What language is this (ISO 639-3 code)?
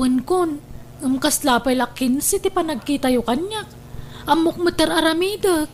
ilo